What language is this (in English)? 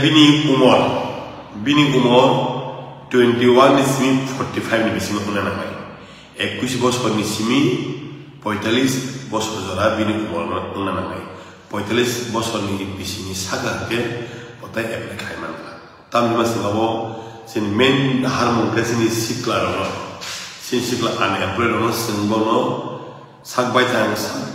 Kok Borok